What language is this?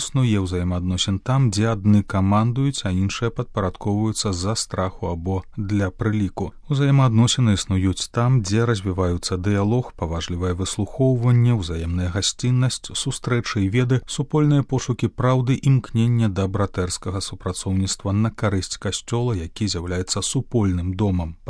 Belarusian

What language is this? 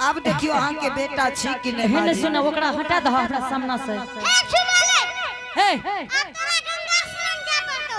Angika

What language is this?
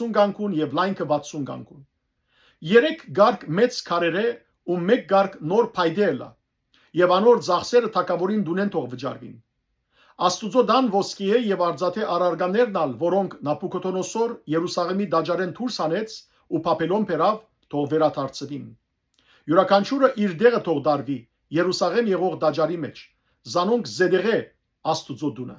Western Armenian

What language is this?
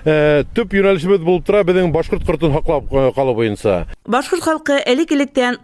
Bashkir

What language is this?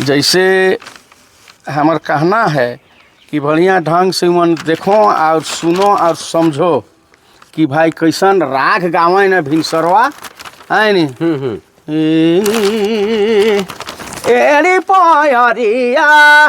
Sadri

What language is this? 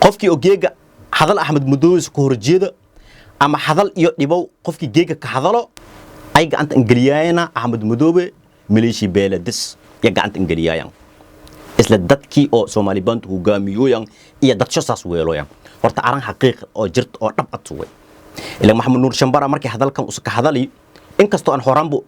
Somali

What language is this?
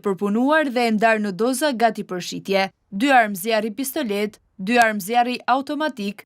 Albanian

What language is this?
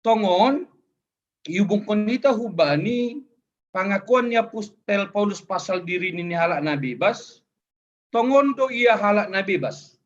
Batak Simalungun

